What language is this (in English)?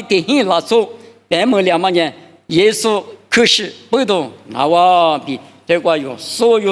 Lisu